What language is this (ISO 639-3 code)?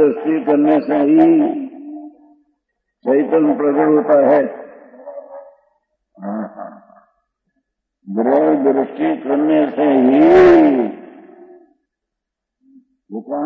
hin